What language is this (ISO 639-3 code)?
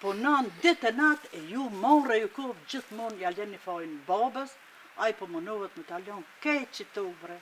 sqi